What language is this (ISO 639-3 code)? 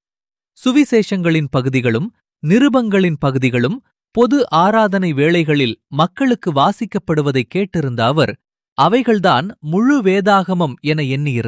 tam